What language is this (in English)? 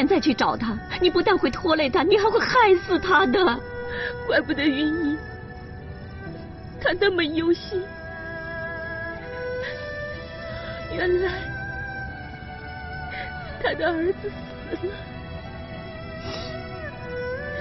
Chinese